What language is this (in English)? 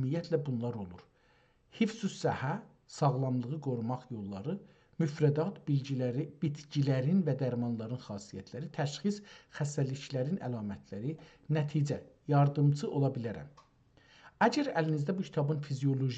South Azerbaijani